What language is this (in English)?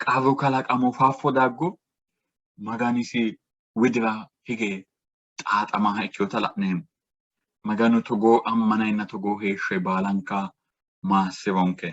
Sidamo